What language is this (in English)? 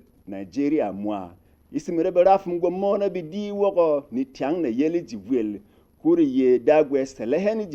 Berom